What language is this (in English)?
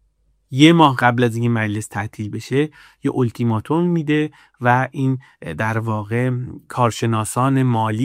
Persian